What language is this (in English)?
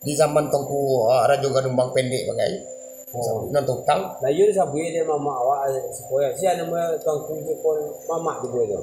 Minangkabau